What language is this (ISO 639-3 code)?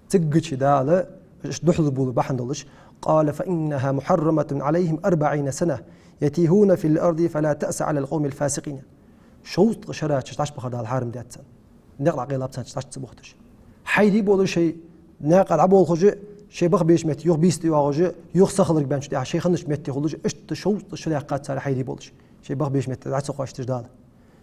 inh